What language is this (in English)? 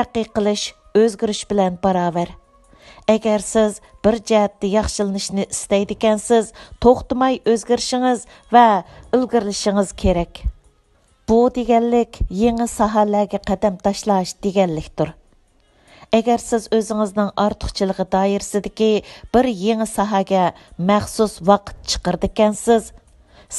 Uyghur